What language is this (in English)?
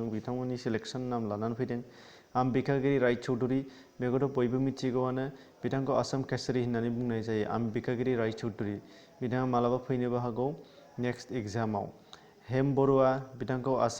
Bodo